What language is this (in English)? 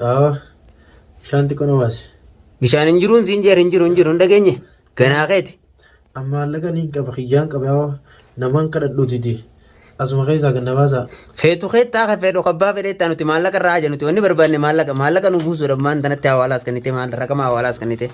Oromo